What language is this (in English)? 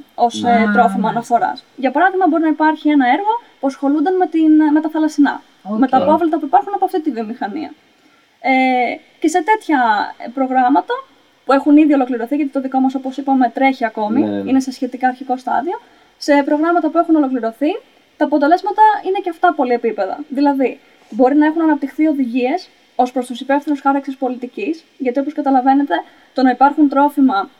Greek